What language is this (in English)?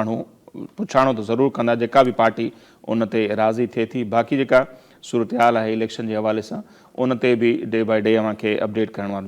Sindhi